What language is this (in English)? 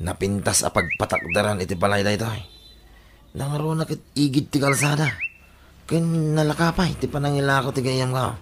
Iloko